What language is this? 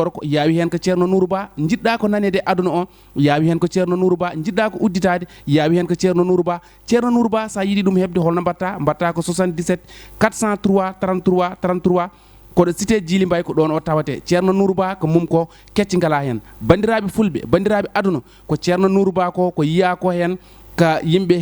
Fula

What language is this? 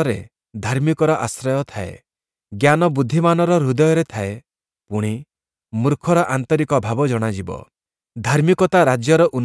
Odia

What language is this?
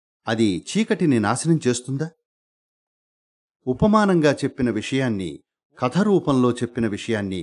Telugu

